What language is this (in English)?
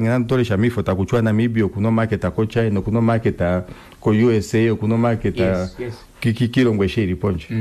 Kuanyama